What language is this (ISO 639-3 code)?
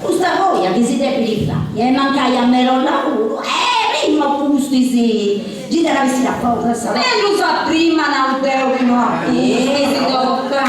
srd